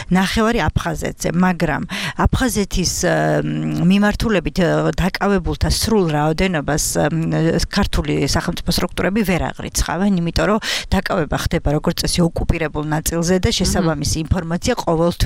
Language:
Georgian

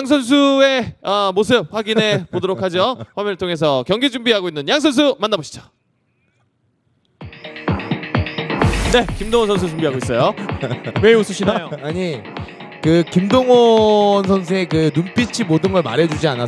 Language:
Korean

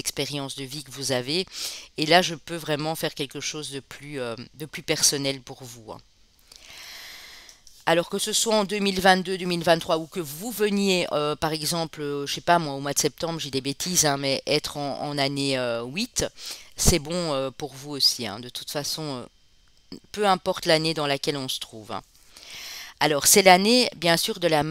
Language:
French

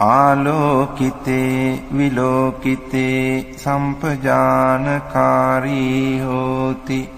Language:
Pali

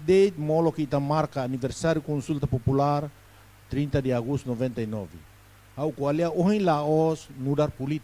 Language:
Tetum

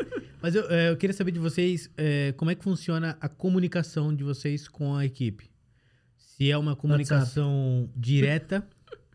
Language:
Portuguese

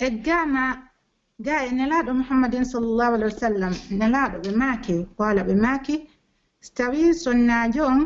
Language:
Pular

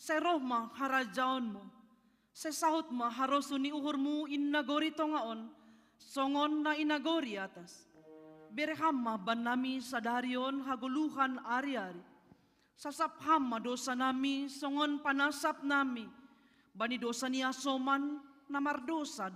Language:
Batak Simalungun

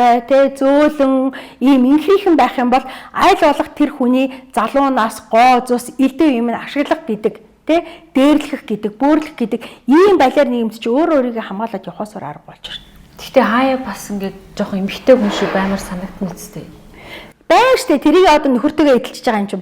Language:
Mongolian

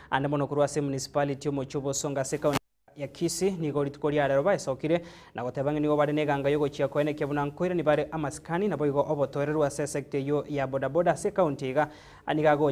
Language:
Gusii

